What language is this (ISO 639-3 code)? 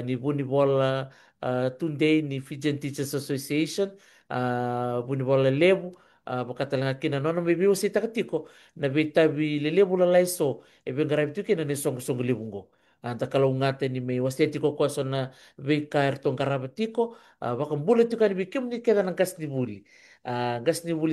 fij